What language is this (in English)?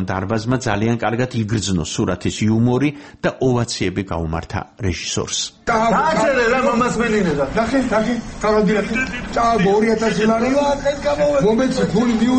Georgian